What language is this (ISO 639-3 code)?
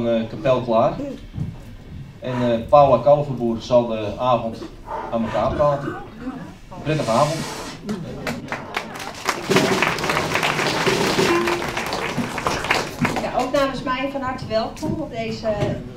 nld